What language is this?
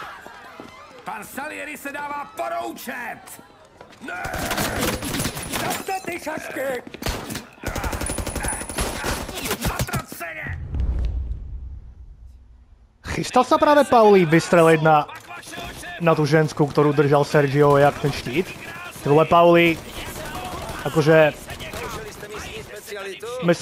Slovak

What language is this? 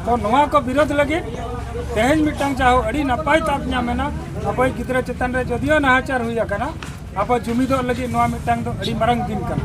Santali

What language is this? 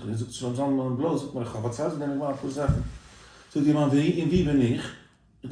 Yiddish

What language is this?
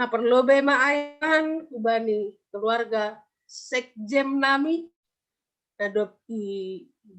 Batak Simalungun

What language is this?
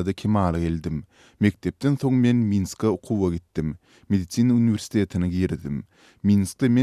Turkmen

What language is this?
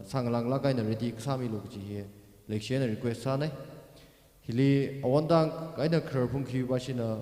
Tangkhul Naga (India)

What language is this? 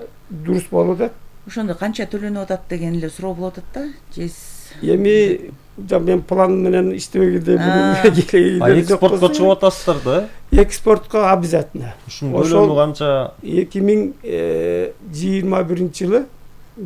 Kyrgyz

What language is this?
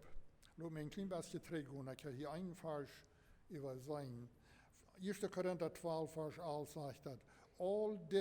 Plautdietsch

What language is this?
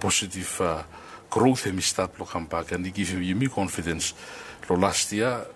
Bislama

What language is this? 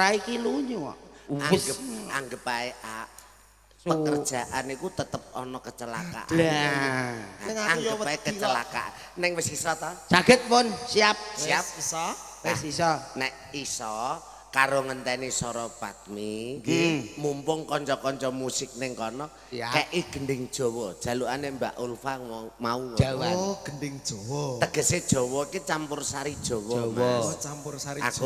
Javanese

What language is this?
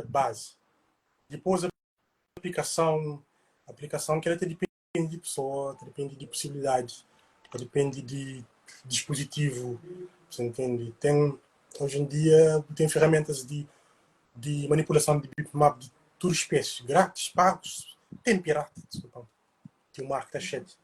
Kabuverdianu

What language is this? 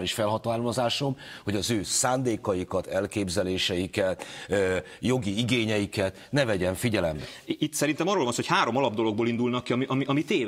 Hungarian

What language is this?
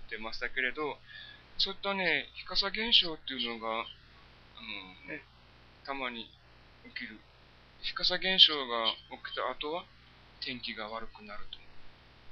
Japanese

